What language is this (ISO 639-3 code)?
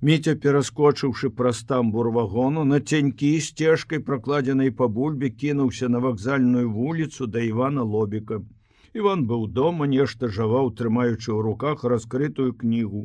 bel